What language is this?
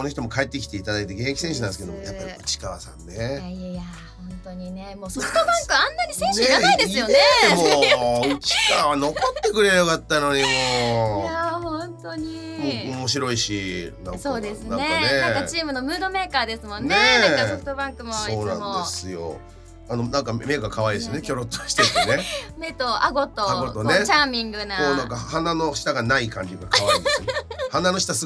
Japanese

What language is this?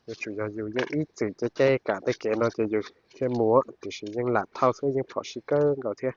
Hmong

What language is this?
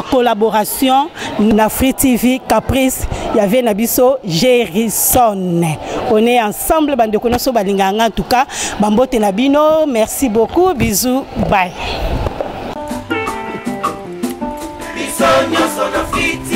Lingala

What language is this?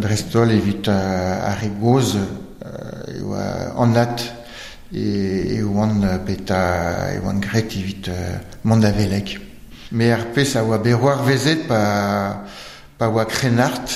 Breton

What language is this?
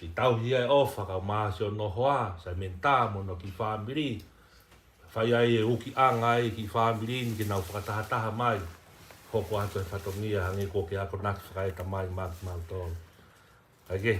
Tongan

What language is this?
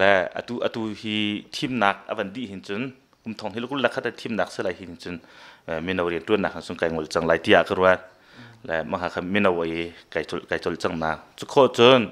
Hakha Chin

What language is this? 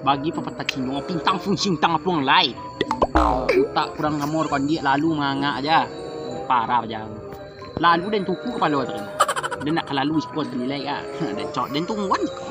Minangkabau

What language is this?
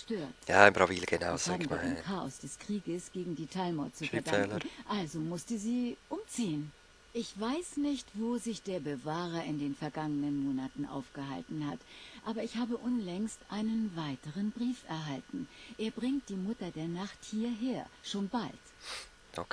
Swiss German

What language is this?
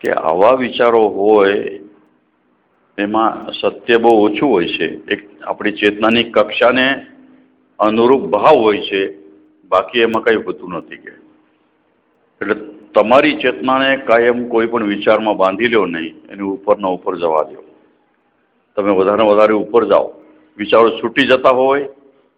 Gujarati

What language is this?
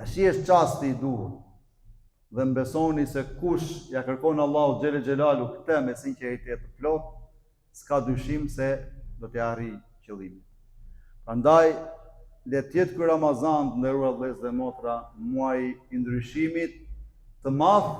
Albanian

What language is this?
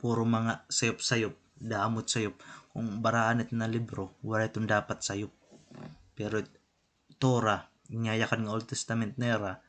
Waray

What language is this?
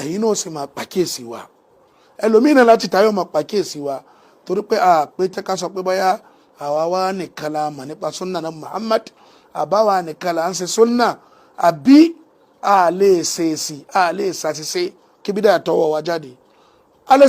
Yoruba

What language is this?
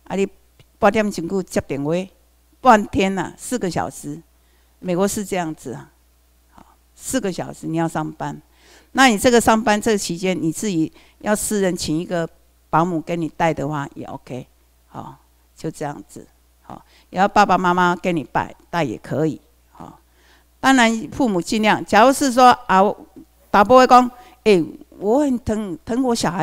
Chinese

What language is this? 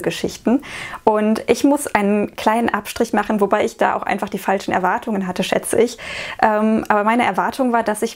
German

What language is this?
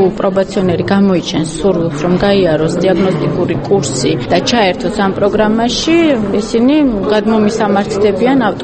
Georgian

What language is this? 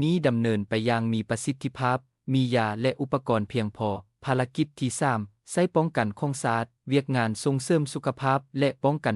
Lao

